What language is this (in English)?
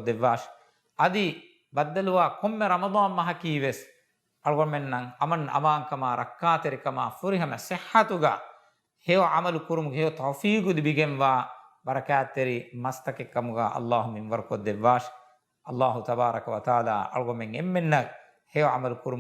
Divehi